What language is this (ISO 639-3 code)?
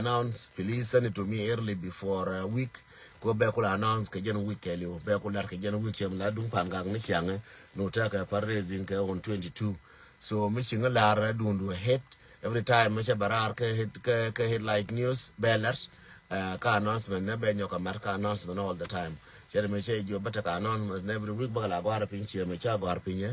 nus